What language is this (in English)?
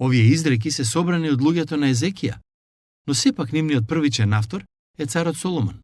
Macedonian